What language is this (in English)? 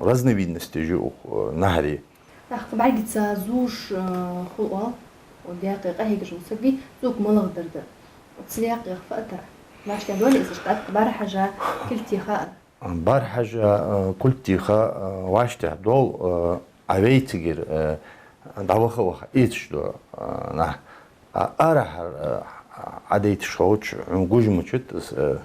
Ingush